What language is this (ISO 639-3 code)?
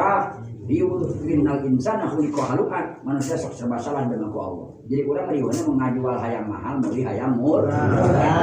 sun